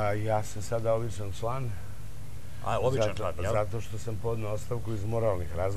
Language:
Serbian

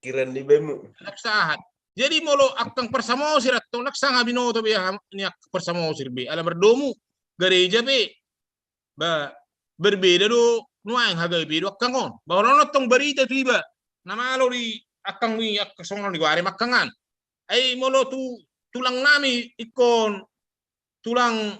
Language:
Batak Toba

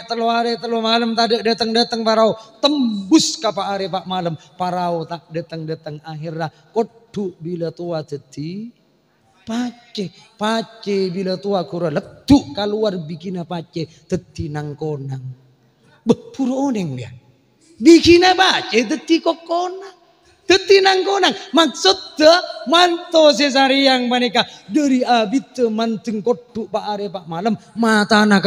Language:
Madurese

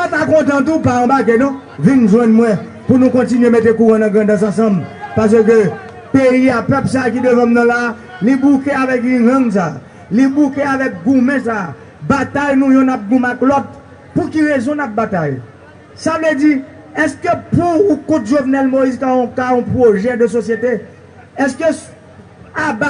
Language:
Haitian Creole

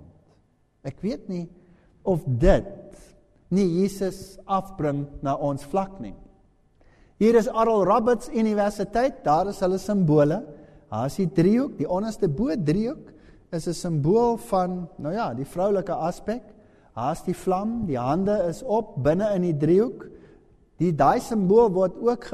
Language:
Afrikaans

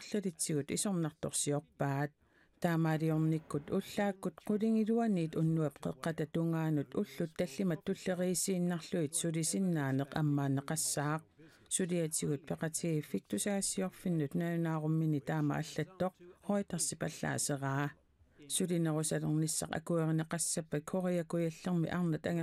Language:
Kalaallisut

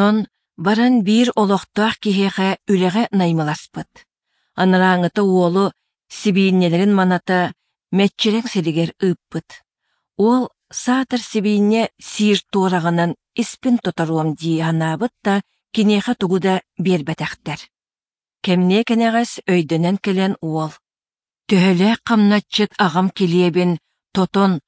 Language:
Yakut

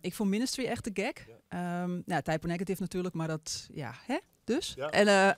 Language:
Western Frisian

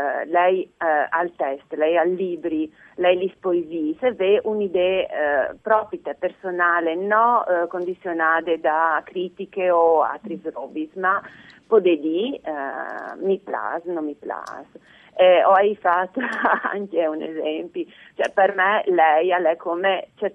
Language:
Friulian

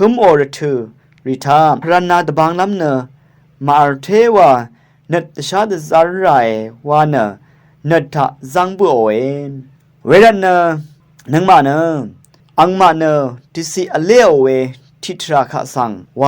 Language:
Rawang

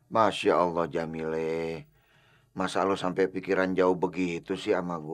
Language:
Betawi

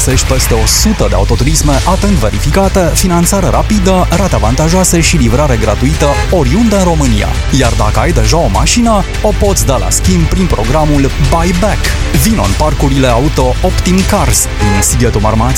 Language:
Romanian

